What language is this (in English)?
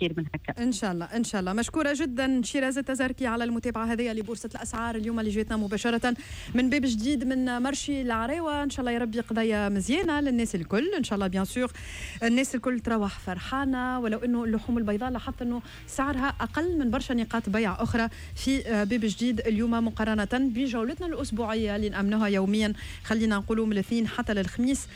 Tunisian Arabic